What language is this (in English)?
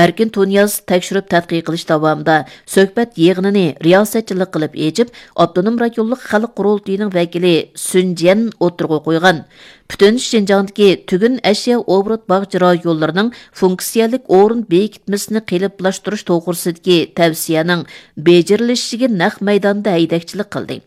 Uyghur